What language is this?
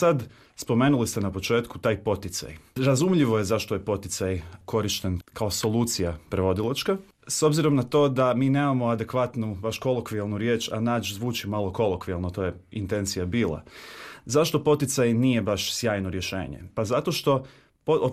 Croatian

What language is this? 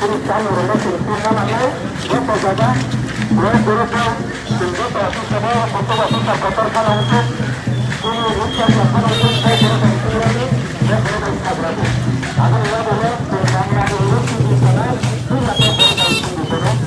Kok Borok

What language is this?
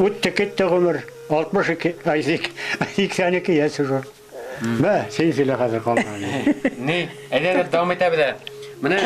Bashkir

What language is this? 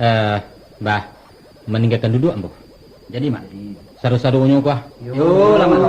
Minangkabau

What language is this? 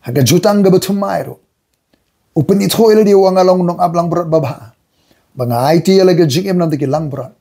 Khasi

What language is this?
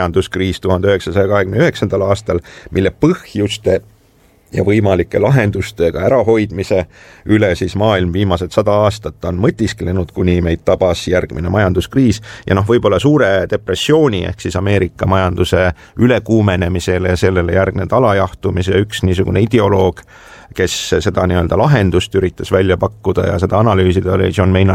Estonian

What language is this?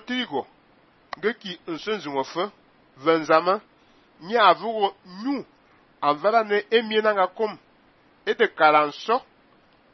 Fang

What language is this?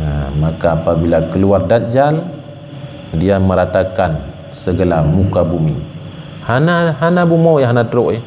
Achinese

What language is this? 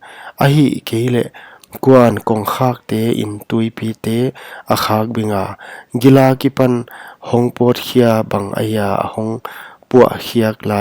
Paite Chin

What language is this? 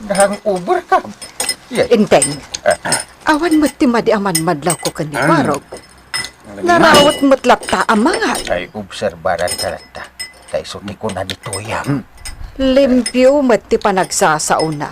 Iloko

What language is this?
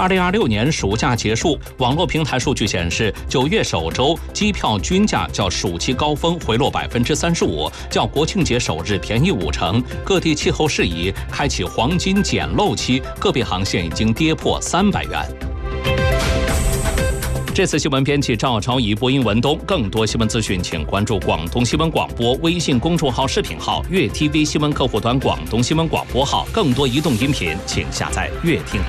Chinese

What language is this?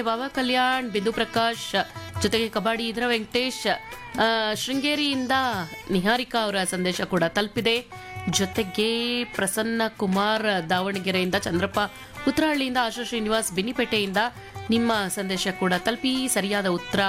Kannada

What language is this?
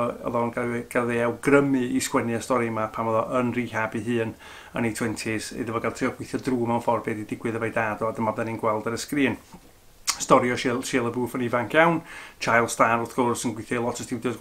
Welsh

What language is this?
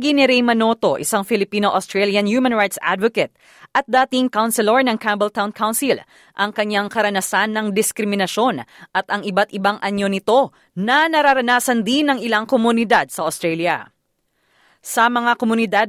Filipino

